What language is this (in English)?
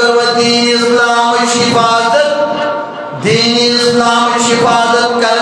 Kashmiri